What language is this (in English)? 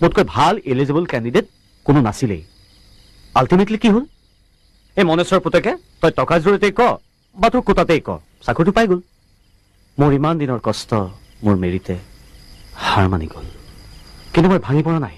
Assamese